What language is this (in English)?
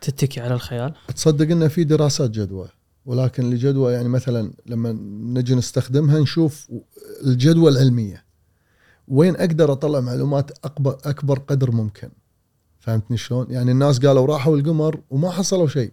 Gulf Arabic